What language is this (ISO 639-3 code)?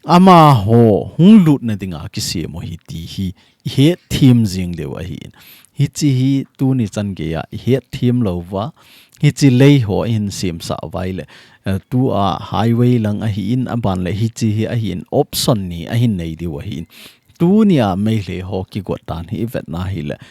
tcz